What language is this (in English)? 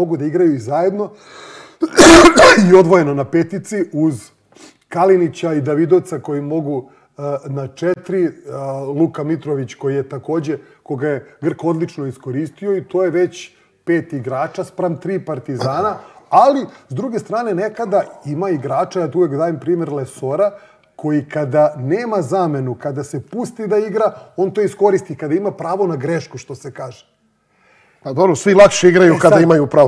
Serbian